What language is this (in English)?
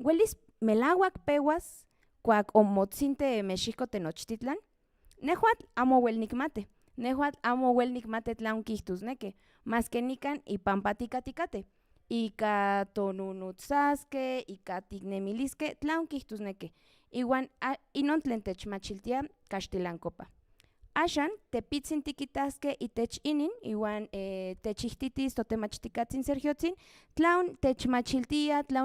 Central Nahuatl